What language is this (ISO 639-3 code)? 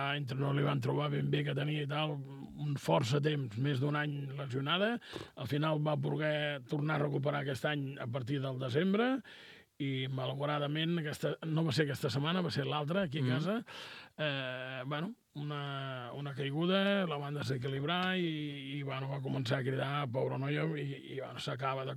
cat